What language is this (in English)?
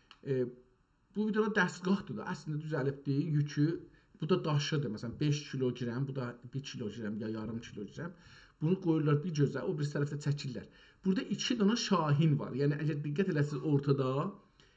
South Azerbaijani